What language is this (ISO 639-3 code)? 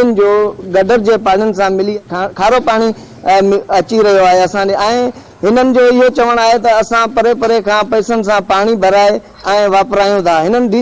snd